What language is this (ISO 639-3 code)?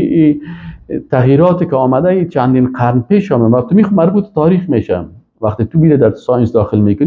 fas